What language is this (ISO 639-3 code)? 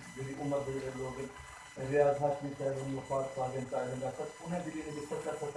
skr